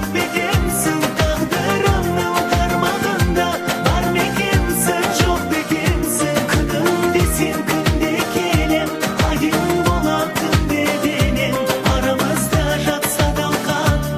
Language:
Kazakh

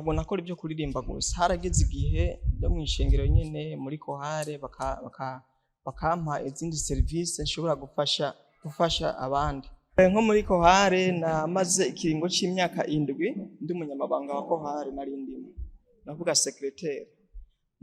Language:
Rundi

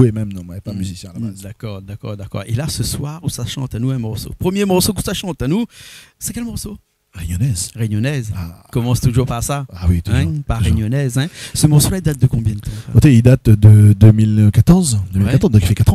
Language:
Réunion Creole French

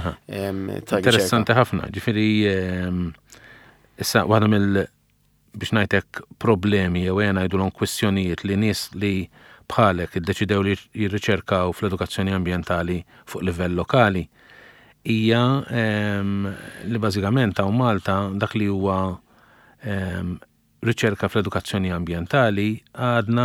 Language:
Maltese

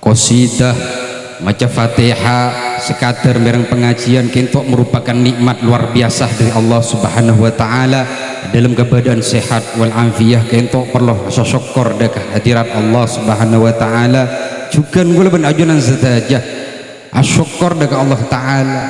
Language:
Madurese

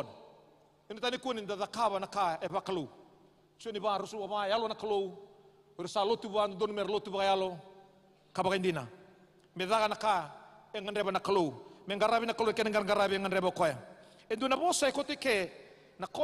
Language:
Fijian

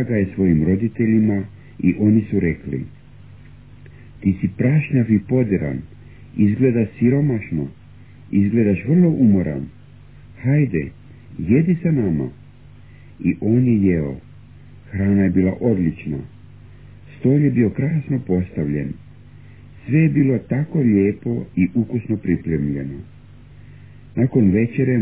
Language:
Croatian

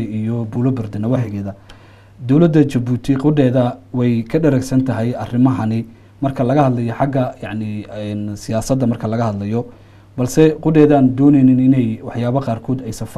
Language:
Somali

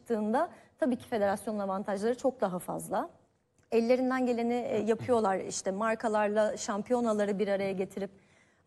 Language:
Turkish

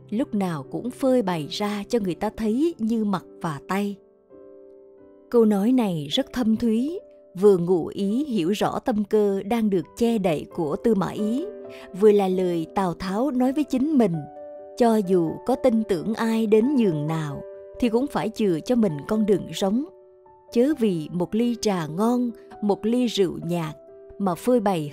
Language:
Vietnamese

